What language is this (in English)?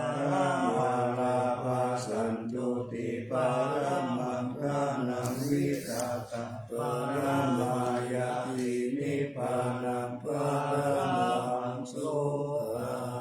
Pali